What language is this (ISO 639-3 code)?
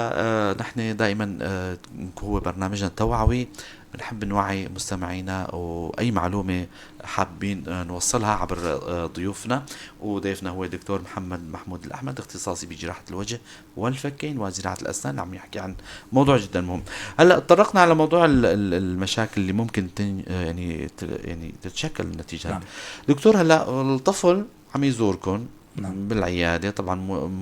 apc